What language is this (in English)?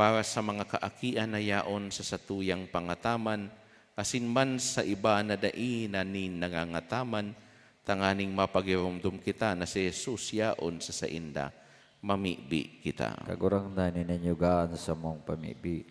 Bikol